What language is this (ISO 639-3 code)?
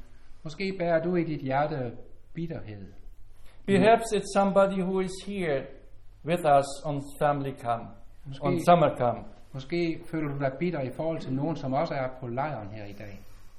dan